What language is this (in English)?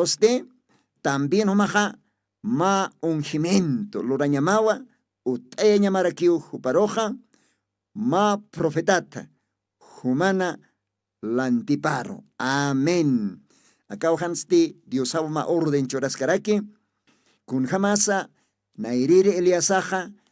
Aymara